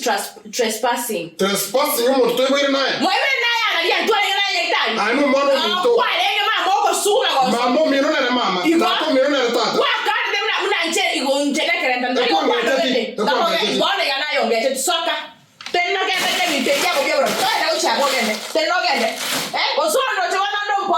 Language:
Gusii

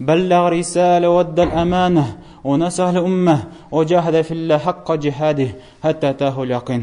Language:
Tatar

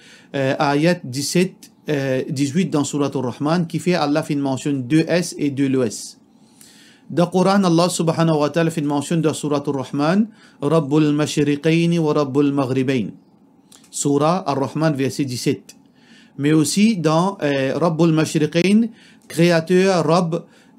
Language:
Morisyen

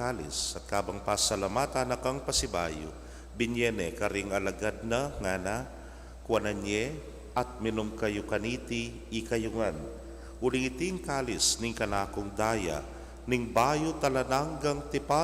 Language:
Pampanga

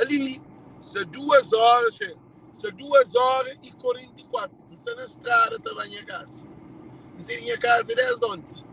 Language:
Kabuverdianu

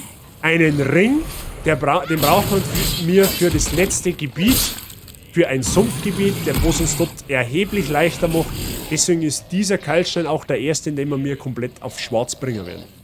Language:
Bavarian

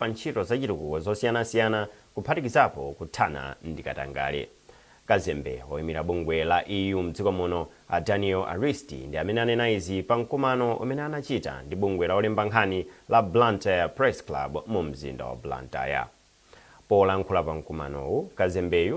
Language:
Nyanja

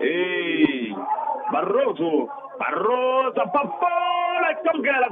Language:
Tsonga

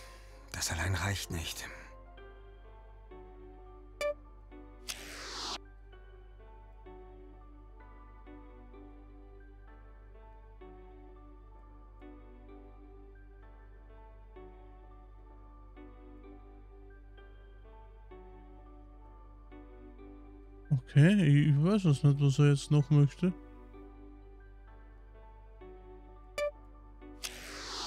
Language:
German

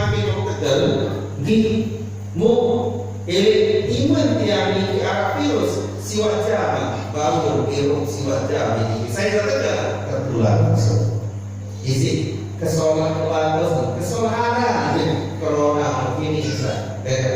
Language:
Sasak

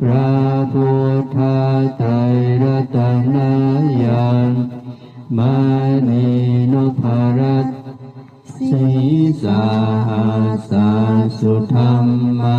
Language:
Pali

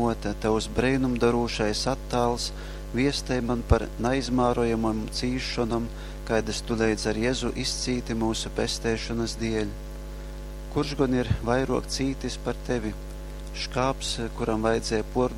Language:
Latgalian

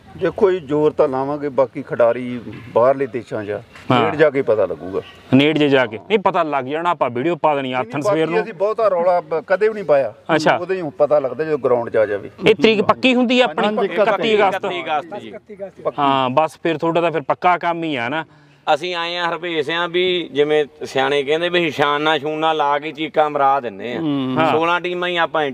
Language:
Punjabi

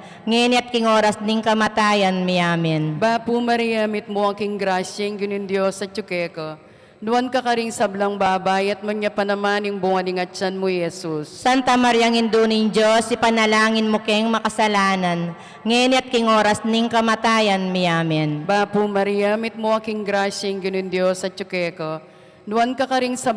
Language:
Pampanga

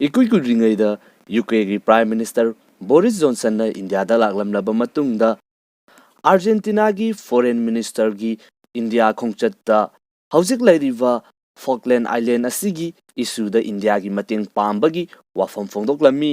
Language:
Manipuri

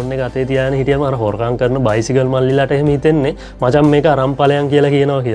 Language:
Sinhala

